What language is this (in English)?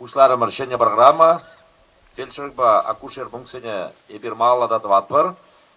Chuvash